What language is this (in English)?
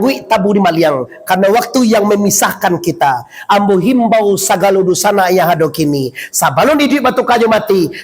Minangkabau